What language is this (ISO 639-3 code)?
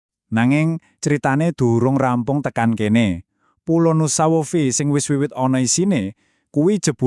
jav